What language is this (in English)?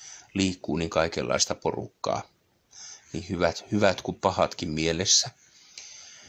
Finnish